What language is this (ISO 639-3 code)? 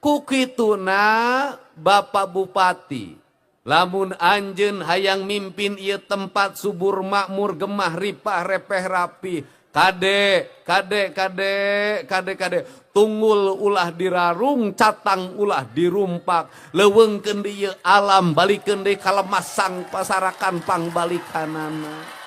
sun